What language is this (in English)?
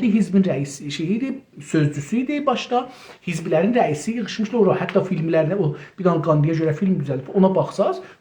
South Azerbaijani